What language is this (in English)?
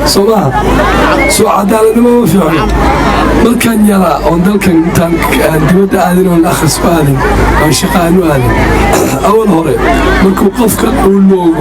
Somali